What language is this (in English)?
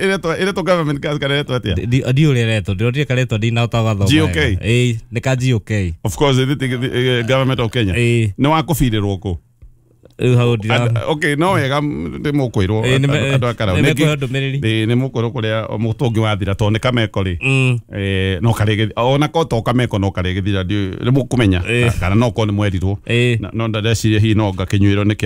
Kikuyu